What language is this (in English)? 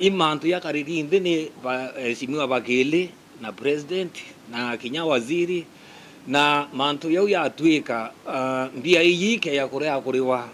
Meru